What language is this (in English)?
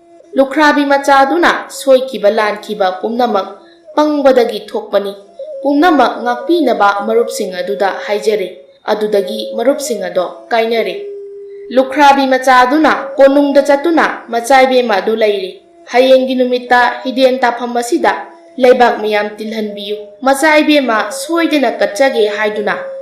Manipuri